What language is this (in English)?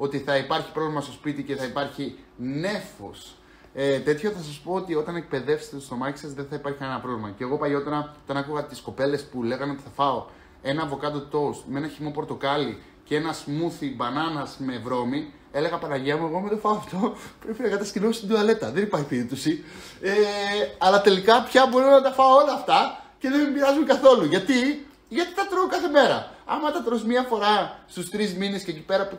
Greek